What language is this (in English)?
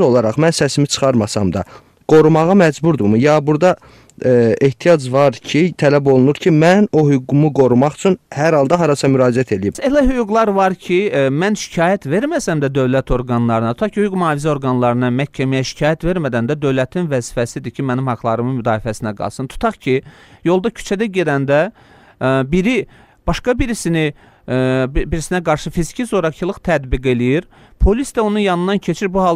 Azerbaijani